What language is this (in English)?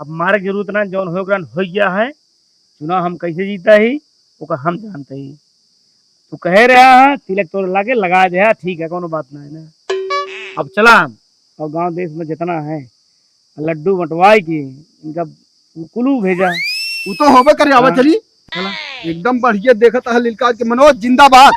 Awadhi